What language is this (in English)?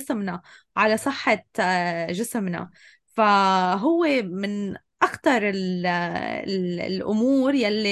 North Levantine Arabic